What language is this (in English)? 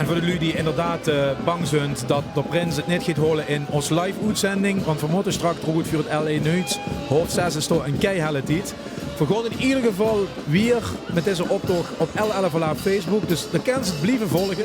Limburgish